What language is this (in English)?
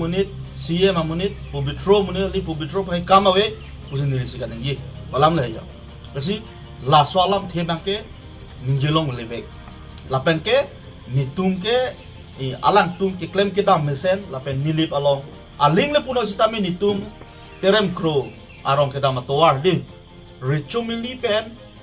Karbi